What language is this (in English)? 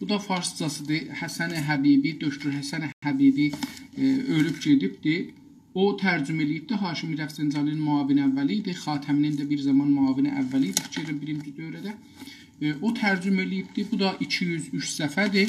South Azerbaijani